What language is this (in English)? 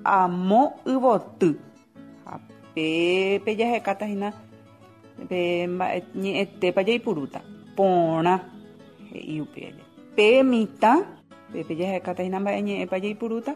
Guarani